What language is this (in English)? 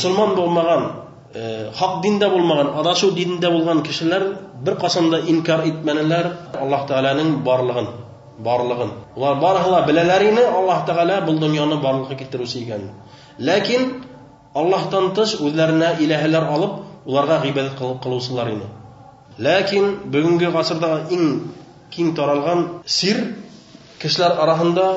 Bashkir